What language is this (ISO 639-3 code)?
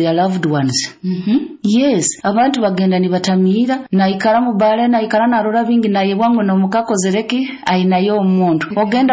nyo